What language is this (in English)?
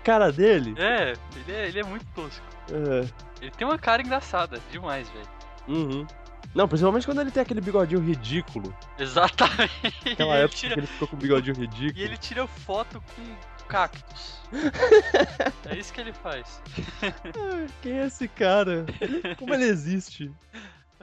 Portuguese